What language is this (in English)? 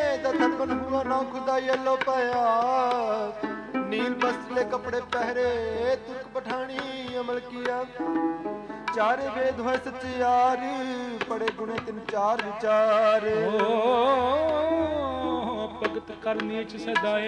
Punjabi